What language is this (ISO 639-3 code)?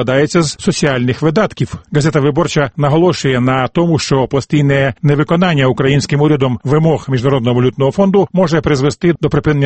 ukr